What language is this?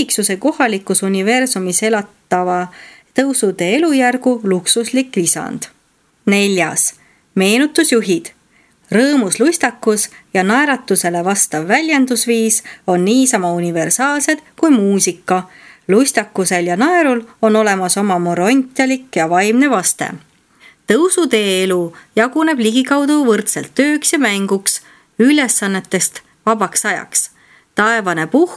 Estonian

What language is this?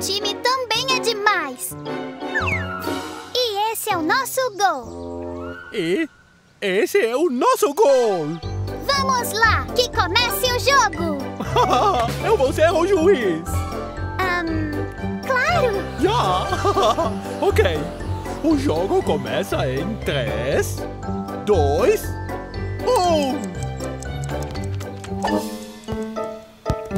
Portuguese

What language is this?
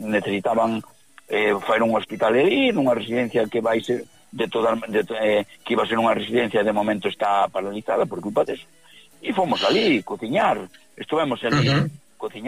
Galician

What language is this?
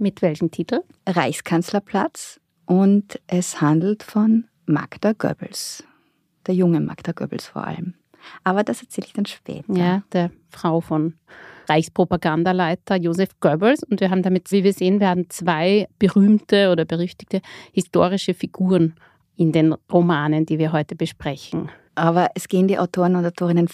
German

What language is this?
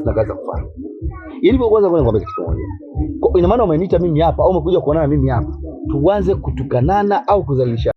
Swahili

